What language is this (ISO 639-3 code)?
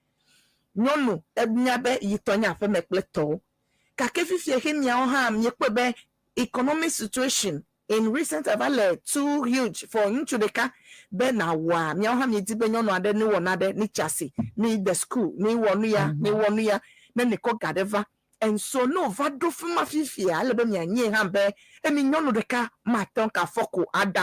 ewe